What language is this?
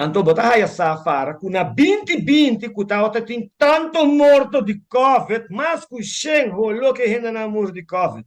Papiamento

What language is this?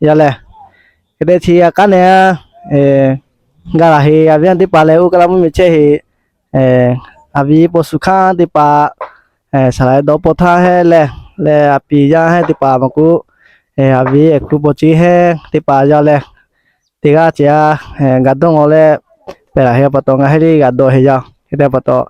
Lahu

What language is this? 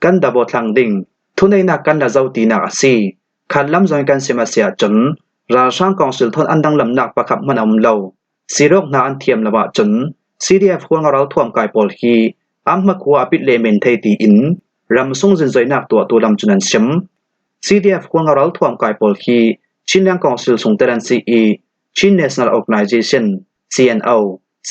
Falam Chin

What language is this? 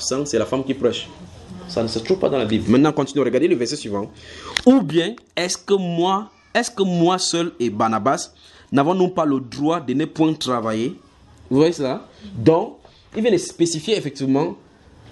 French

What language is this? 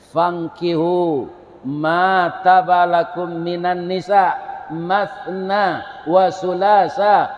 Minangkabau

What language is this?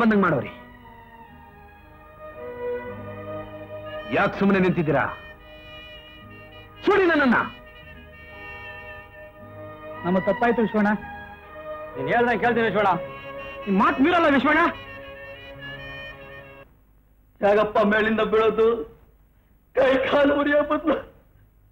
Kannada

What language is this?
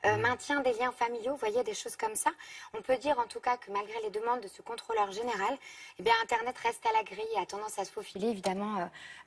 French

